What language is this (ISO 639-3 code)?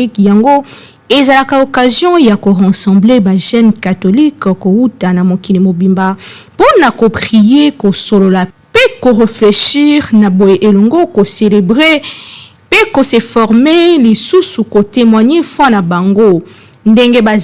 lin